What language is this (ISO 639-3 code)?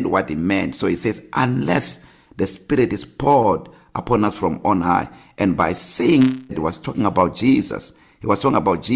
eng